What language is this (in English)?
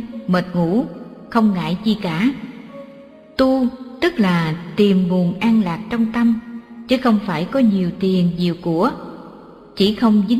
Vietnamese